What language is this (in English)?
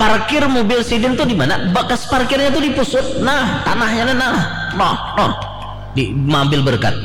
Banjar